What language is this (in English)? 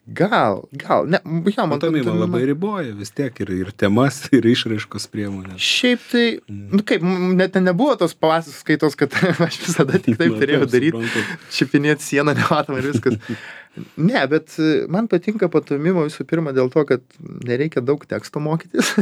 Lithuanian